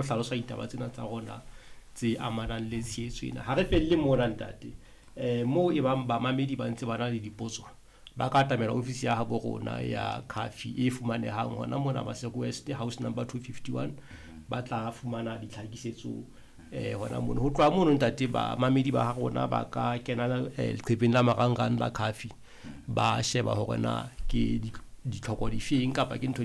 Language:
Southern Sotho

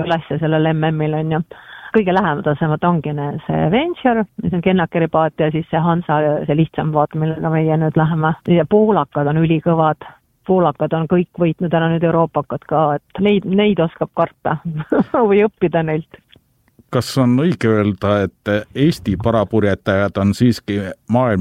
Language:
Estonian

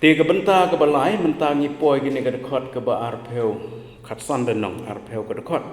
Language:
Khasi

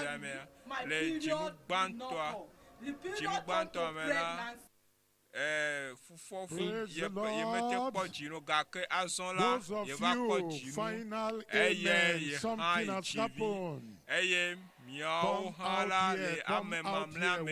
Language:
Ewe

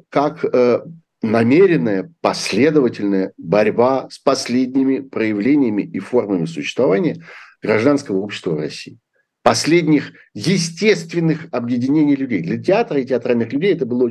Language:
Russian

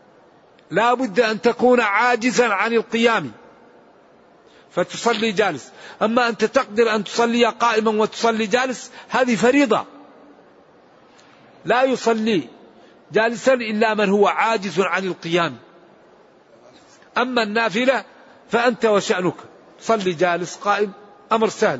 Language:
Arabic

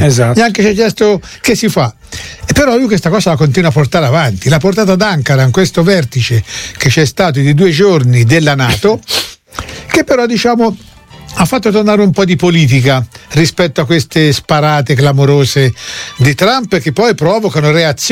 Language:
Italian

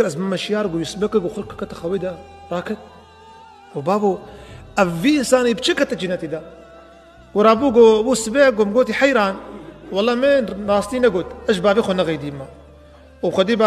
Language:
Kurdish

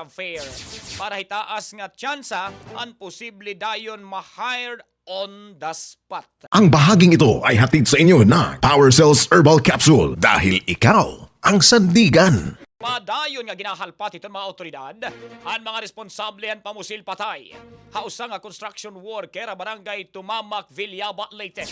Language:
Waray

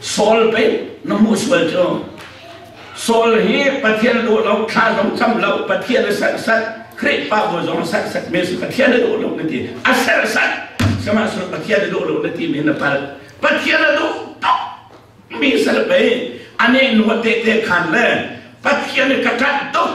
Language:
Hakha Chin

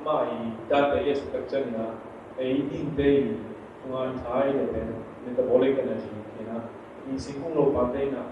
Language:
Tedim Chin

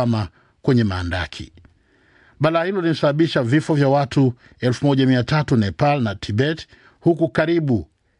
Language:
Swahili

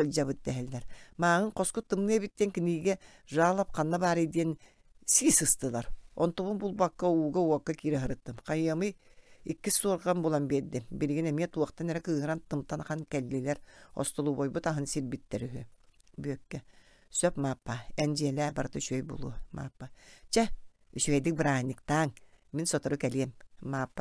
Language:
Yakut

